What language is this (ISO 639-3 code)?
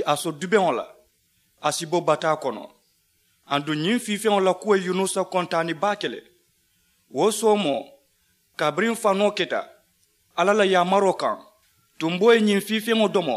man